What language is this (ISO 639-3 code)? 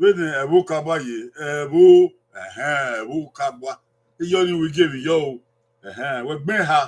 bin